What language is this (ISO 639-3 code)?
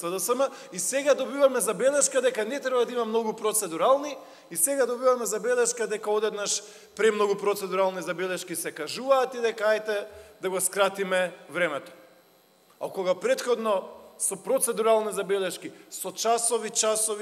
mkd